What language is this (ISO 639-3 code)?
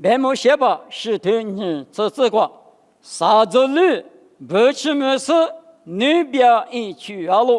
lis